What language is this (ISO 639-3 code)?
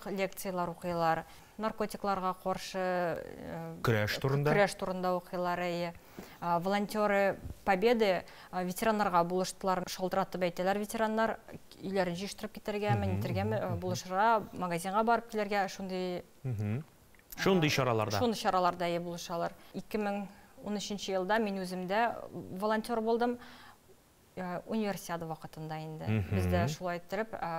tat